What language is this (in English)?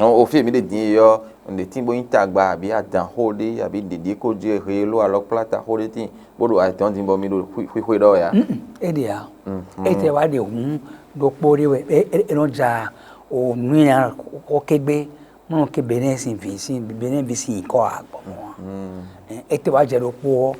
Fon